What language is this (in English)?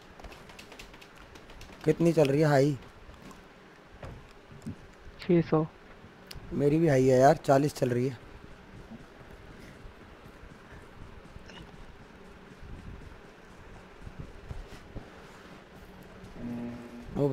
Hindi